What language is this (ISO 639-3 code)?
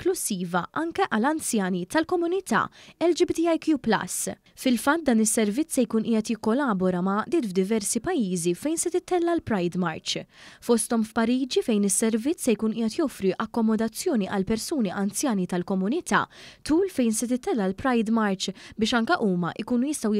mlt